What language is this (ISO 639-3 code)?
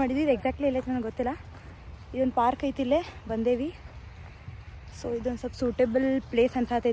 kan